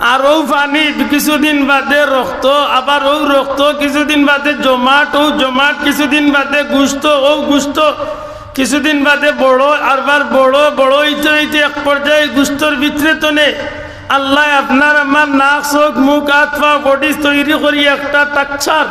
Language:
Sylheti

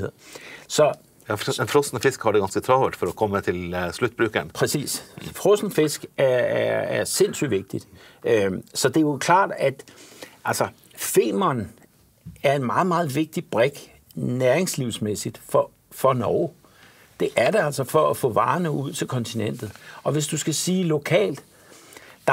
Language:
Danish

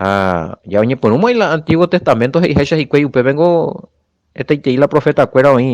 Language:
Guarani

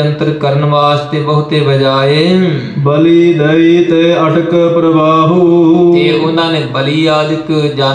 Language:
Punjabi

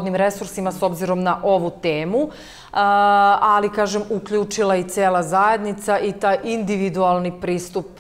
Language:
Serbian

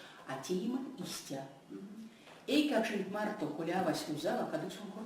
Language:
Erzya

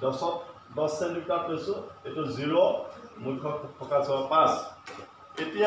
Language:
Assamese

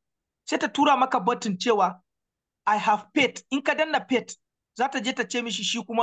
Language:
Hausa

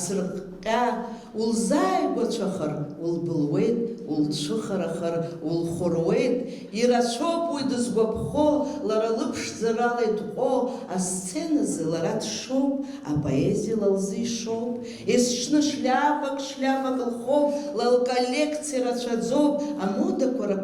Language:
Abkhazian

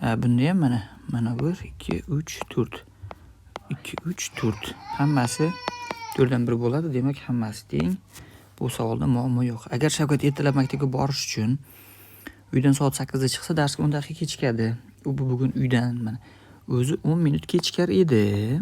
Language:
Uzbek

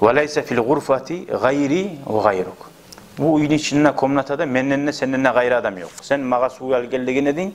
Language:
Kumyk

